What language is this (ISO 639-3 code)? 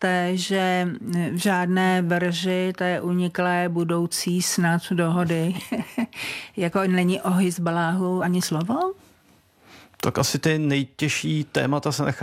ces